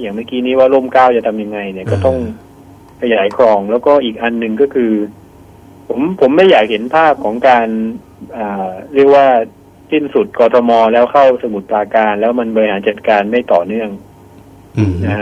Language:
Thai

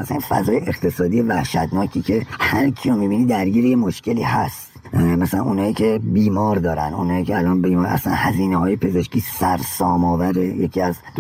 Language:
Persian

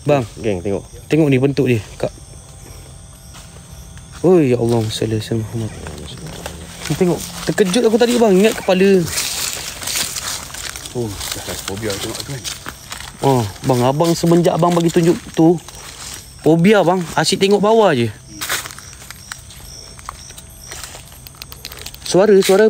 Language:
Malay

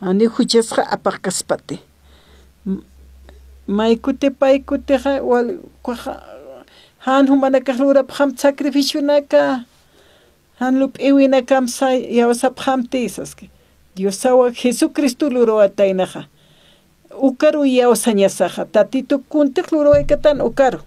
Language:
Aymara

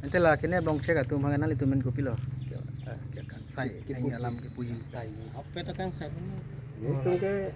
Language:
Karbi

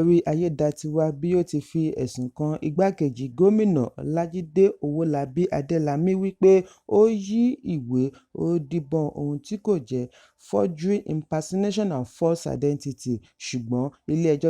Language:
Yoruba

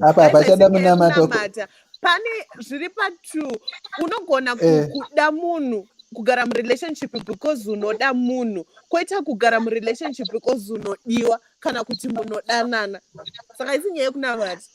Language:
Shona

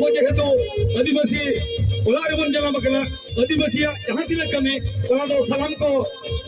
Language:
Santali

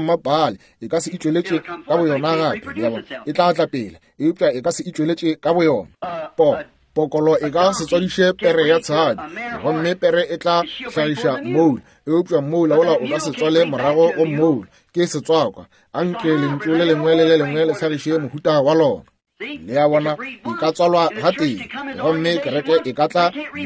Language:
Northern Sotho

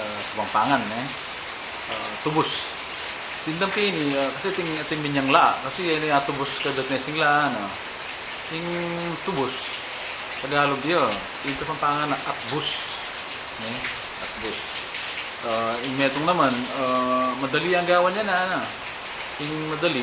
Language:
Pampanga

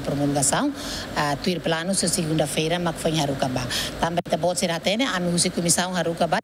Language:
Tetum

